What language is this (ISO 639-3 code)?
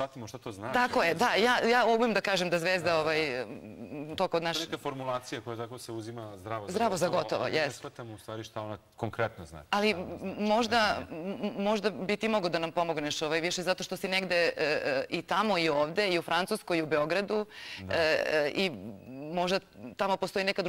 srp